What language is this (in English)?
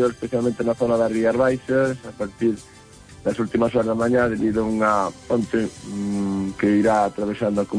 Galician